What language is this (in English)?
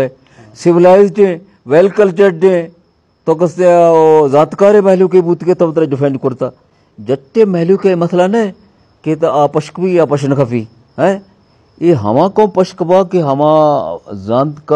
Eastern Balochi